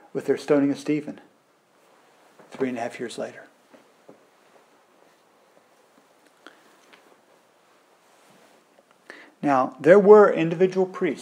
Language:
English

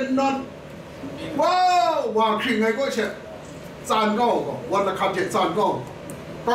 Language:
Kachin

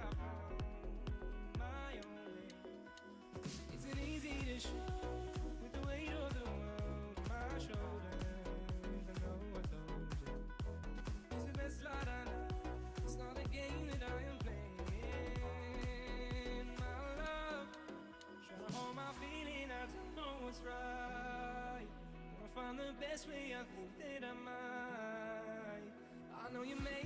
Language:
English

